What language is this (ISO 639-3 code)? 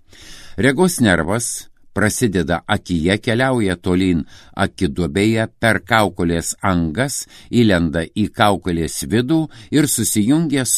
lit